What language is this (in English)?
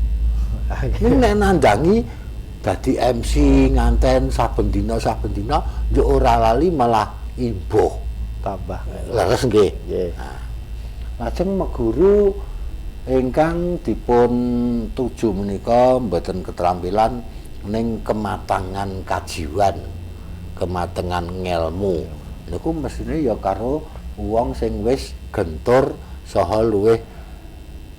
Javanese